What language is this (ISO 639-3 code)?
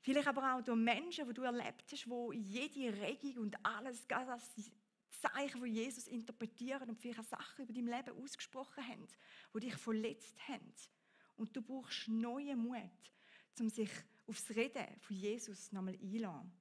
gsw